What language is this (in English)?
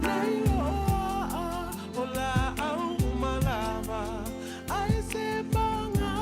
Samoan